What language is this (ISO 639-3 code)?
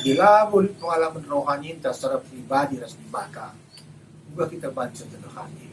btx